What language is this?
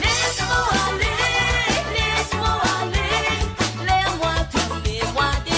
Morisyen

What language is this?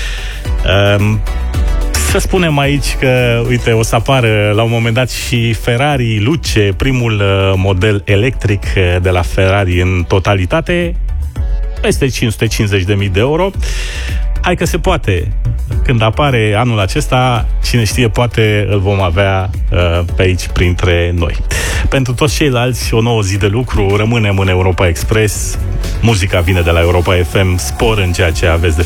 Romanian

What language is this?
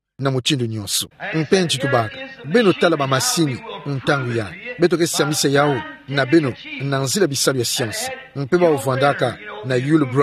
Kituba (Democratic Republic of Congo)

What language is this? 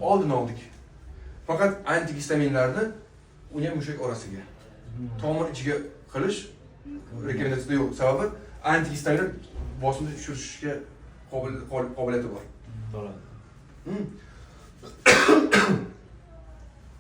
Uzbek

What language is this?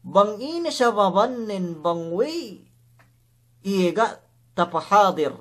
Yakan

